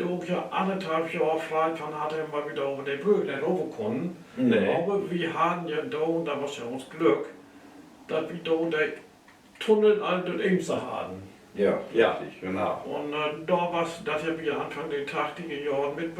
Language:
Low German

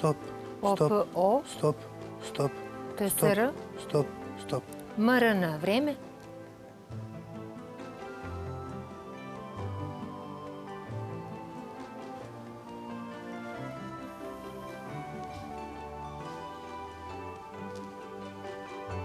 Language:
Serbian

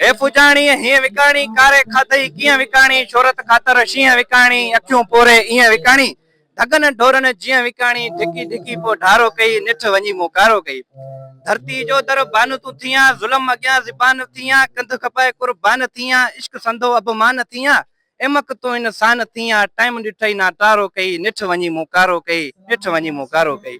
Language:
Sindhi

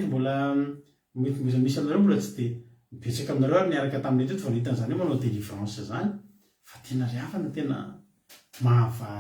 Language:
Malagasy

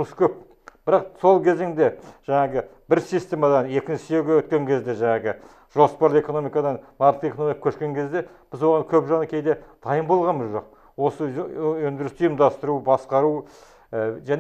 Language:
Kazakh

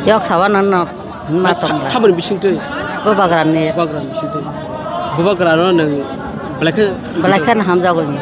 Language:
Kok Borok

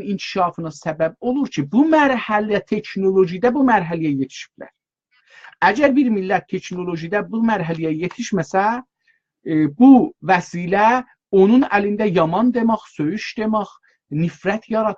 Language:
South Azerbaijani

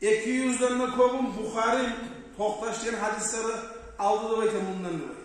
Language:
Kumyk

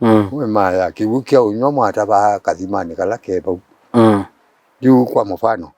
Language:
Kamba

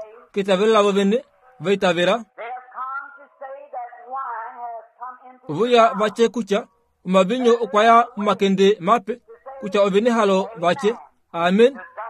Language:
Kuanyama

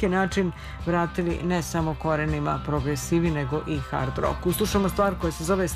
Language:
Serbian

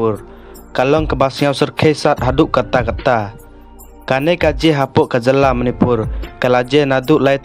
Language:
Khasi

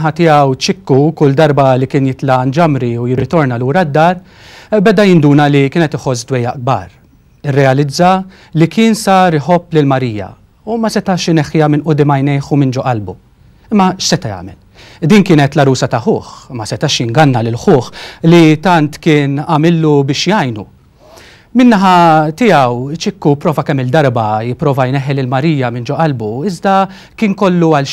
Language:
Maltese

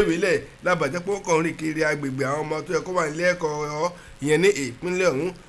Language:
Yoruba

